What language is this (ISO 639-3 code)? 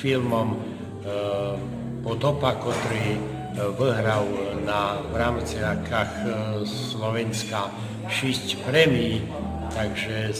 rue